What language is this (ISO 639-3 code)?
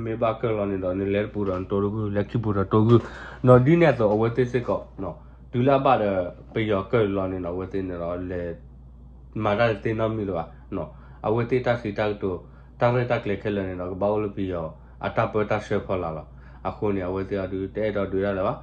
ksw